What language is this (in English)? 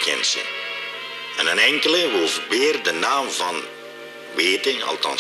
Limburgish